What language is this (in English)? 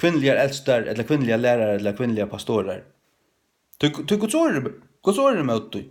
Faroese